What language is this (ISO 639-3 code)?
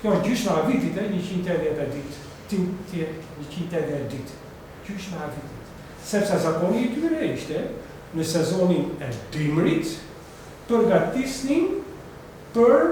sqi